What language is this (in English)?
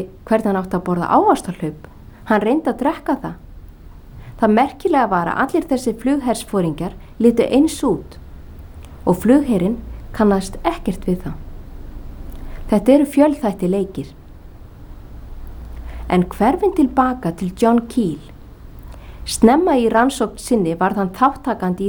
Icelandic